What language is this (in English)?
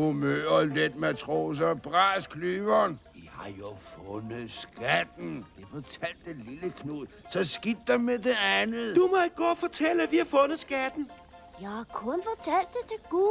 Danish